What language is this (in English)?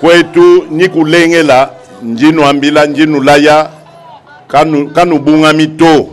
Luba-Lulua